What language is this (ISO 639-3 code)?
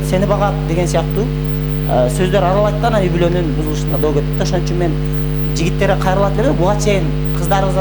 kir